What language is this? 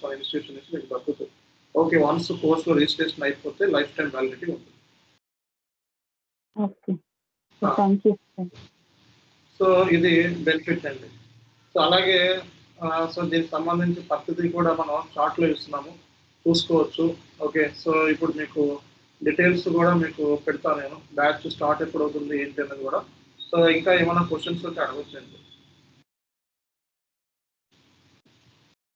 Telugu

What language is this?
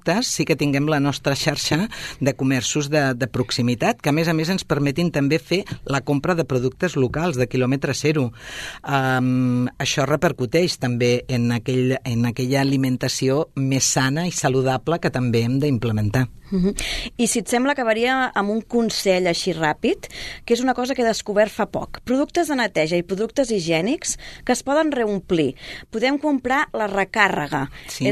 Catalan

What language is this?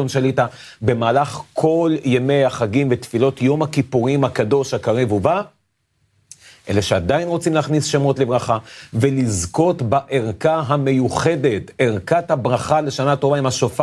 Hebrew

